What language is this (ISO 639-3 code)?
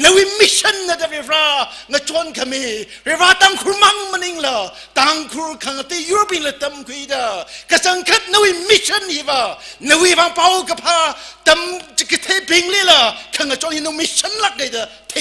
nmf